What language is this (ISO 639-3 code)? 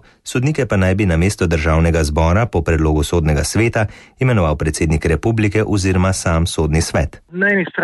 slv